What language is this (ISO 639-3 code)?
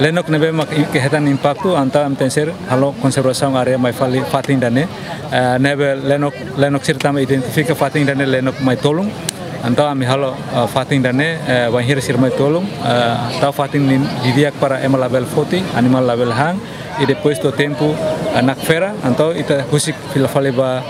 tet